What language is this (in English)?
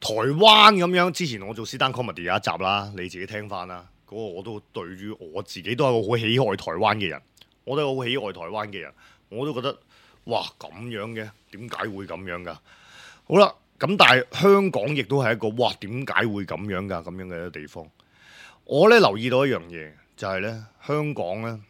Cantonese